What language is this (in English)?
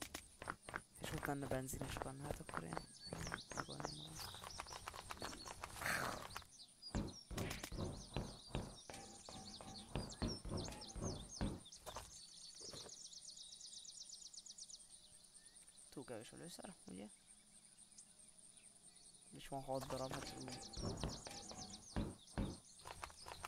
Hungarian